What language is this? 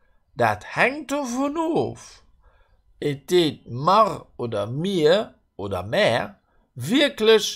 Luxembourgish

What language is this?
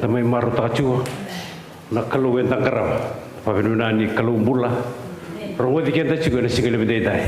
Fijian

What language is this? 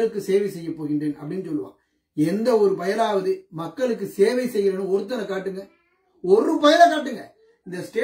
Tamil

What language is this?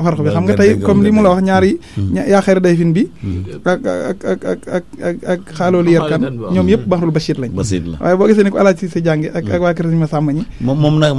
Wolof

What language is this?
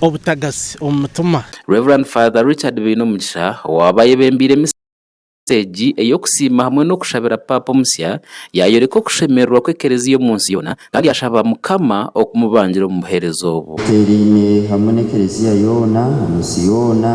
Nyankole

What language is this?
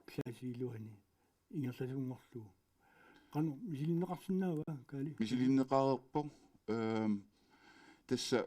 Kalaallisut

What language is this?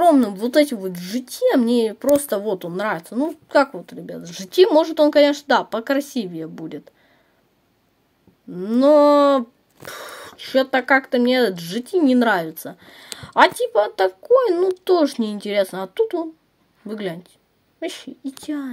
Russian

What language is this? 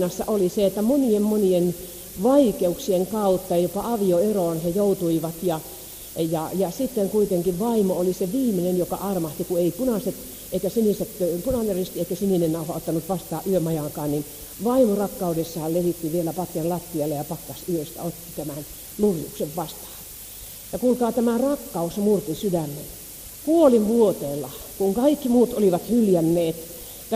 Finnish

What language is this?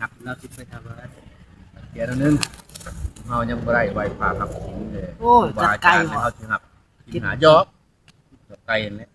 Northeastern Thai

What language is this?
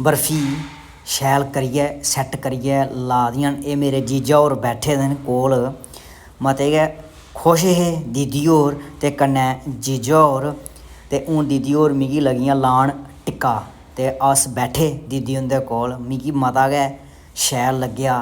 Dogri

